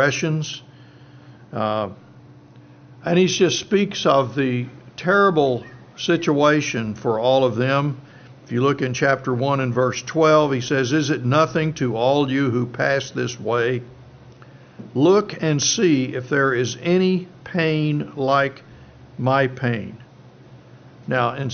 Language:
English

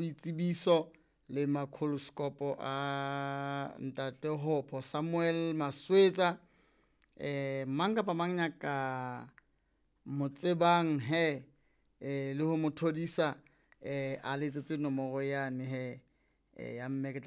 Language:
Southern Sotho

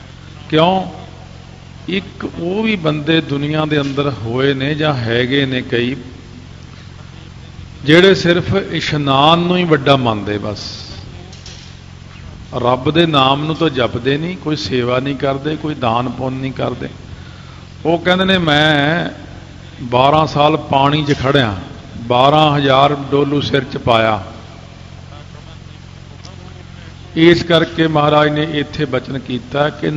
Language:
Punjabi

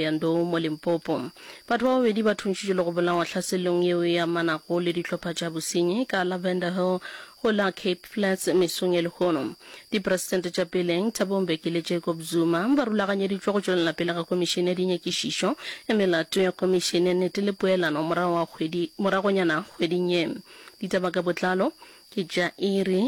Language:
Northern Sotho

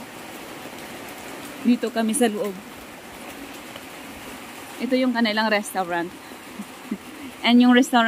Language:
Filipino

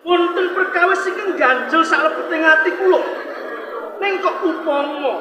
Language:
Javanese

